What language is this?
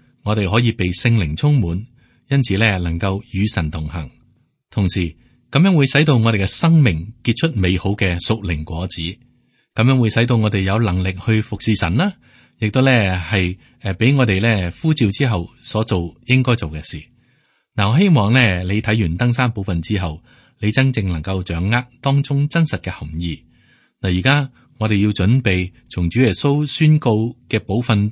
Cantonese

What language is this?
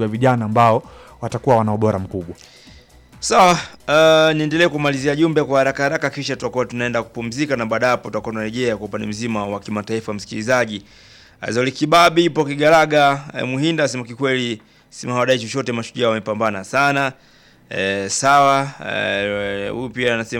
Swahili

